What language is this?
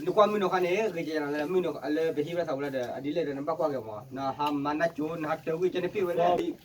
S'gaw Karen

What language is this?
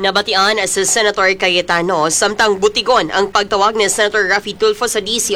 Hiligaynon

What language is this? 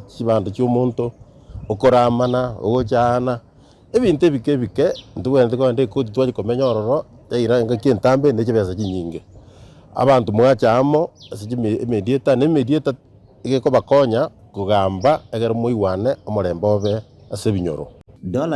Gusii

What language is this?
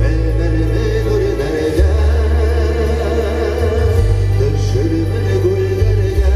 Bashkir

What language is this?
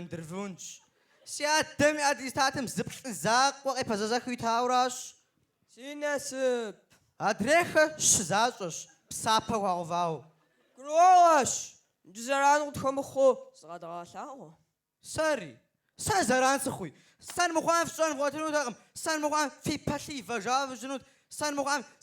Kabardian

